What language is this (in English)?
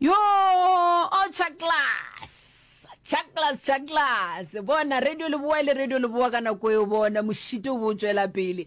Northern Sotho